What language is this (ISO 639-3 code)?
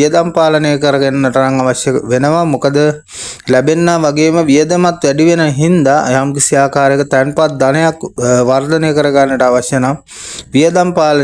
sin